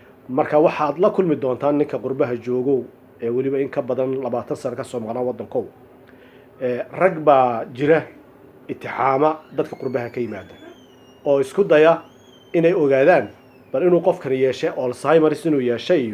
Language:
Somali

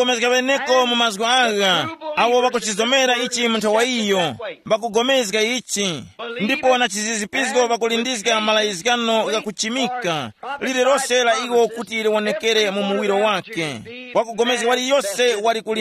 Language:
Tumbuka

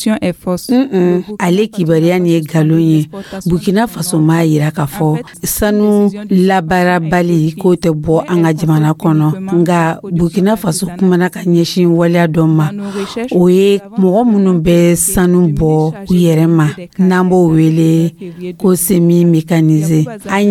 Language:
Dyula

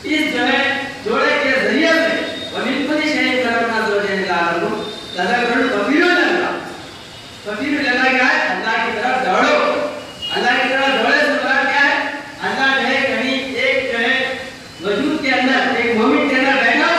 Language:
Urdu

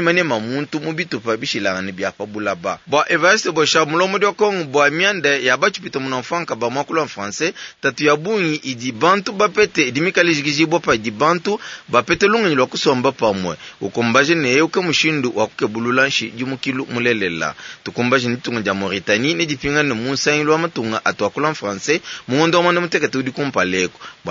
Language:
Luba-Lulua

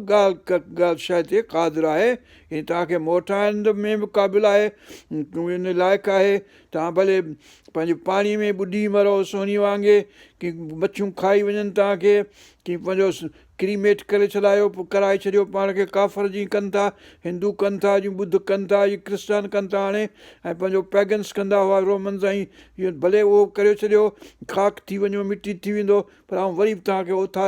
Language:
Sindhi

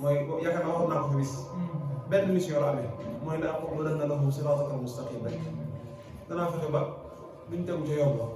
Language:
Wolof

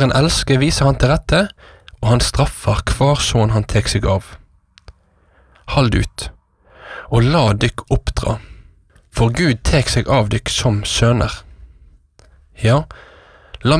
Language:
Norwegian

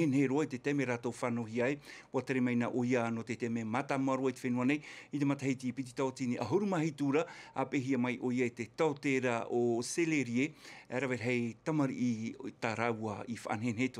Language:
Tahitian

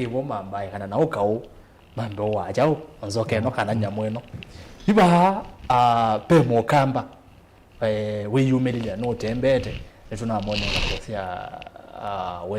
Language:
Kamba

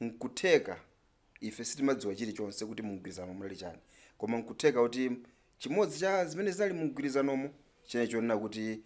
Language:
Nyanja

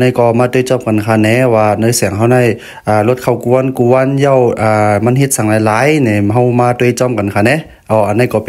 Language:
Shan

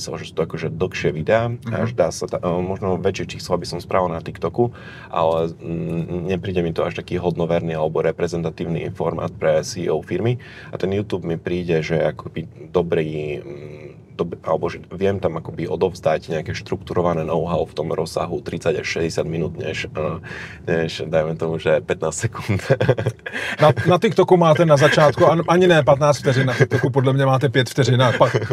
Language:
Slovak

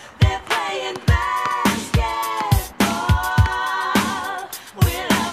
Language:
English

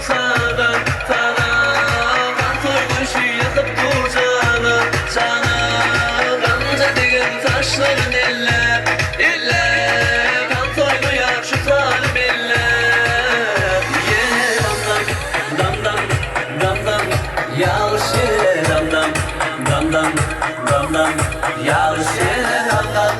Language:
Turkmen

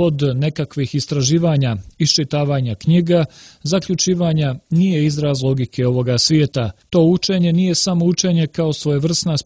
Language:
Serbian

